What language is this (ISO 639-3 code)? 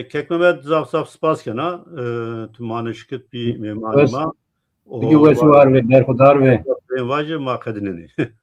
zza